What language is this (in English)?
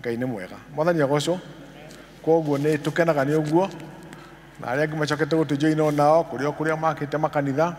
Kikuyu